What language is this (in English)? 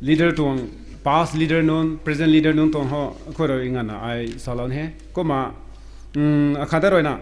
Rongmei Naga